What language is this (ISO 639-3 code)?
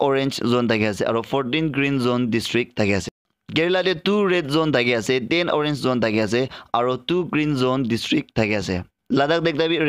nag